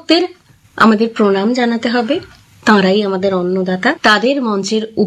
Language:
Bangla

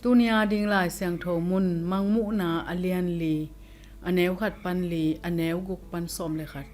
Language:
Tedim Chin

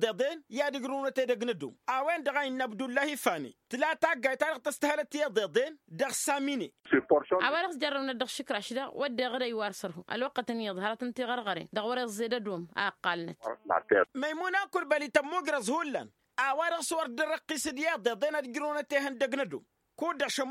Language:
Tamasheq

